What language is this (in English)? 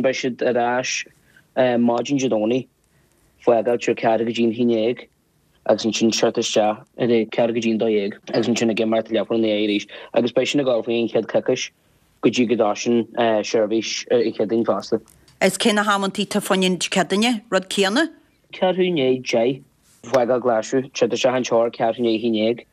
Irish